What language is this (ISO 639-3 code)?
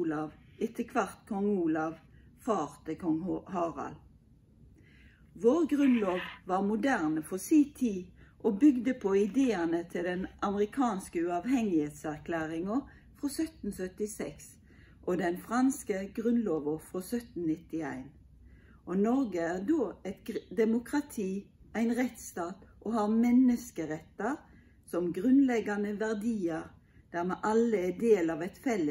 nor